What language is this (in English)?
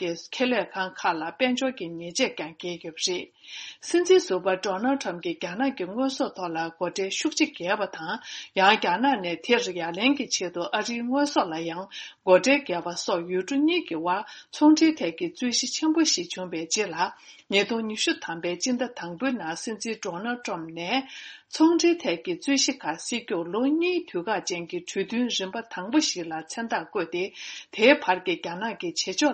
Tibetan